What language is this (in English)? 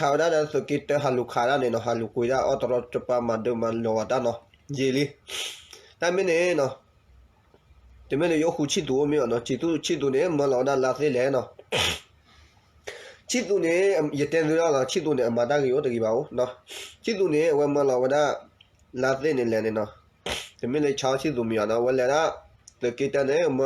S'gaw Karen